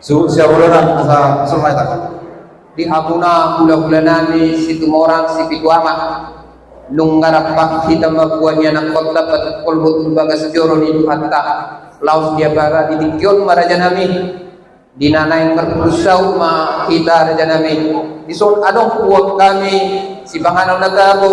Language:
Batak Toba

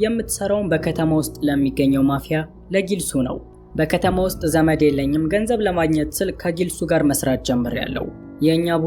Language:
Amharic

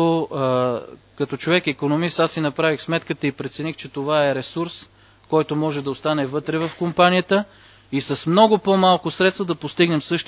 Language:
Bulgarian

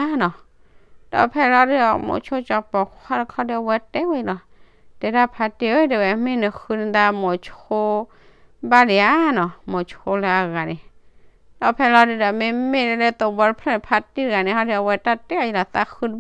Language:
S'gaw Karen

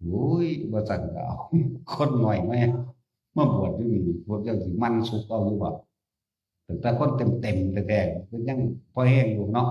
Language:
Northeastern Thai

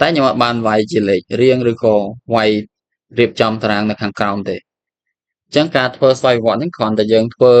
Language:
Khmer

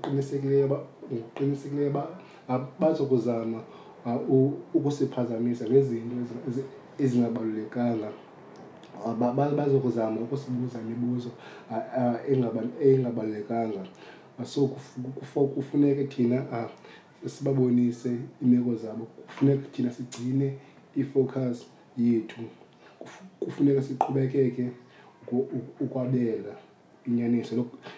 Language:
Xhosa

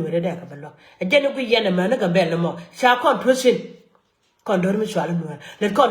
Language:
Nuer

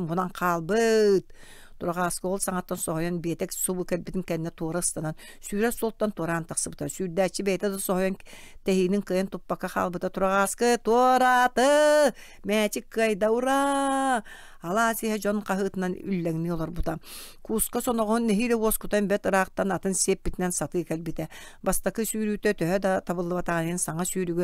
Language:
Yakut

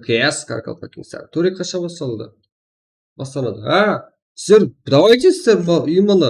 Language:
Kara-Kalpak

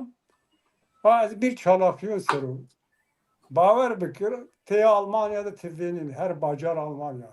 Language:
Zaza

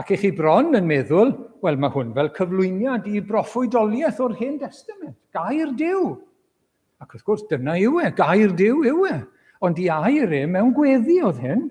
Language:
Welsh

